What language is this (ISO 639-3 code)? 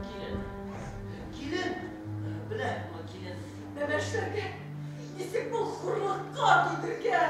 bak